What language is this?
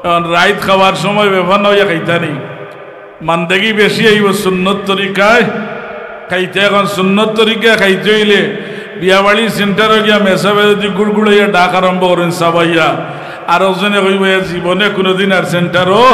Sylheti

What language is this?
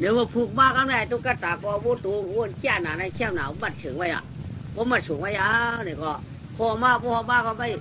Shan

